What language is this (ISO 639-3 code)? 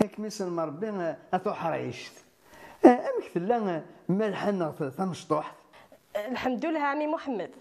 kab